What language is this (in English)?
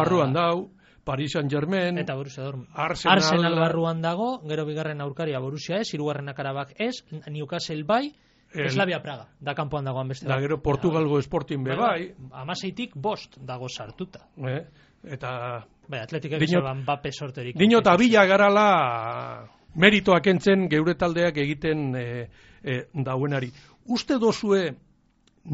Basque